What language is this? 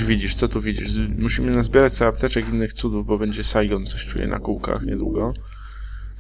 Polish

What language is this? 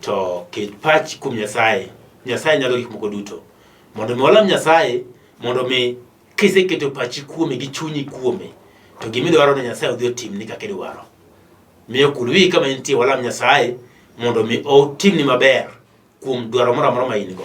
Luo (Kenya and Tanzania)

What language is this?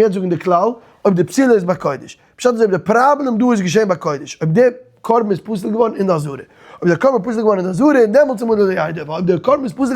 Yiddish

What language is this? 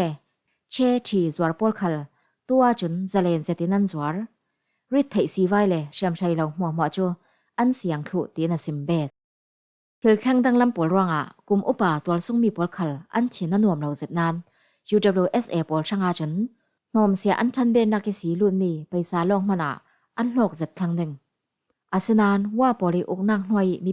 Falam Chin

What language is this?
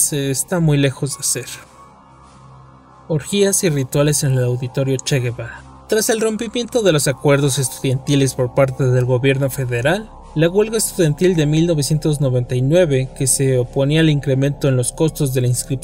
Spanish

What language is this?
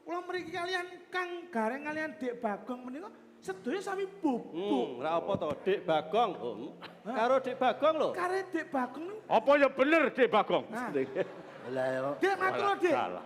Javanese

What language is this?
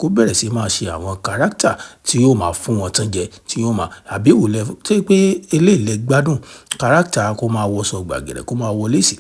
Yoruba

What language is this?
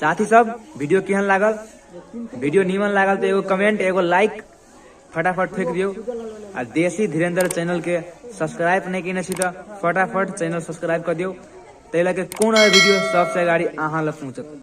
Maithili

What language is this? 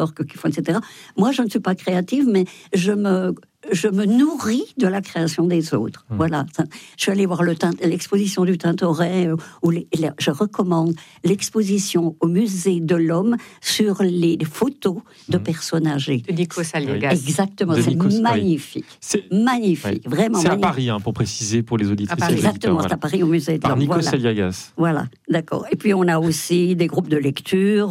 French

